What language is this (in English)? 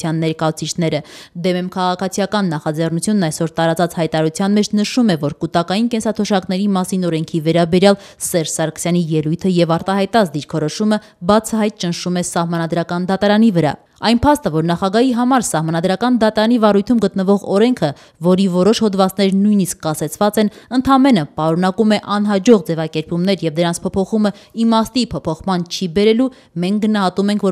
Armenian